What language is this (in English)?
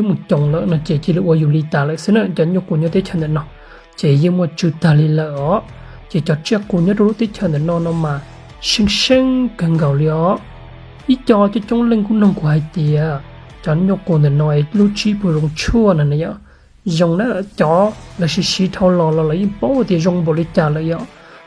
Hmong